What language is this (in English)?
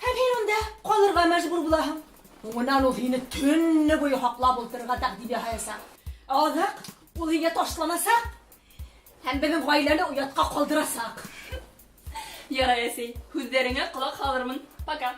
Bashkir